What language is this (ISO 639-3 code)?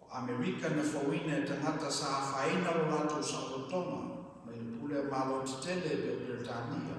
smo